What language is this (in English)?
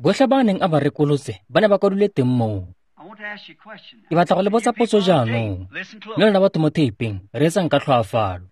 Tswana